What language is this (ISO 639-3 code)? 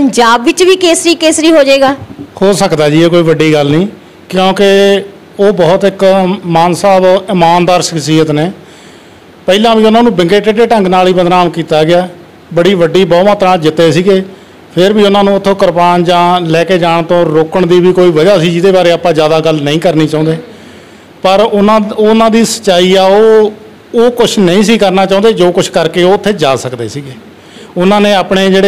pan